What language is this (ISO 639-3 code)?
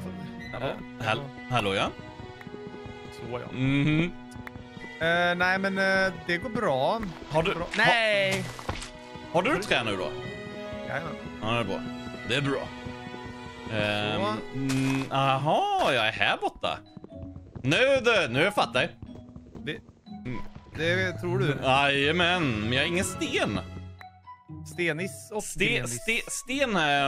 swe